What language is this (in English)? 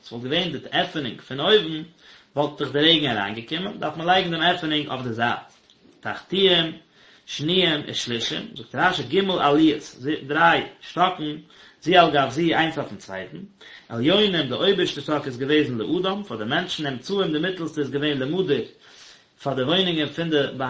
Yiddish